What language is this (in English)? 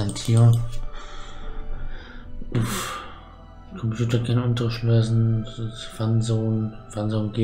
German